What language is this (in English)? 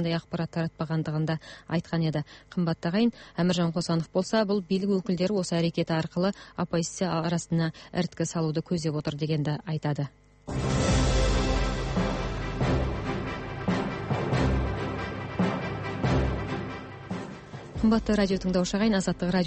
Kazakh